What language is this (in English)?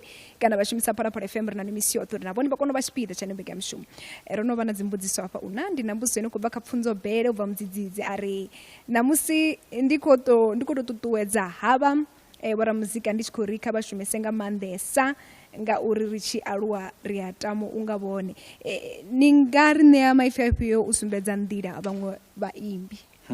Venda